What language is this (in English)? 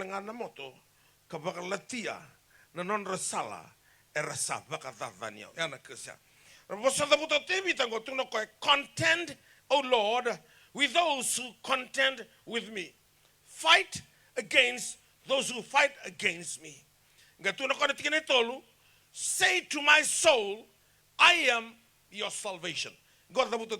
Fijian